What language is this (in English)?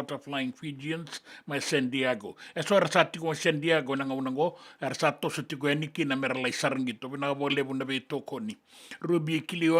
Fijian